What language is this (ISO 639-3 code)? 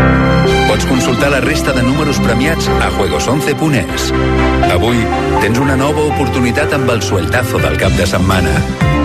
cat